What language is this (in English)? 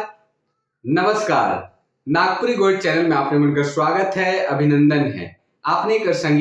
Sadri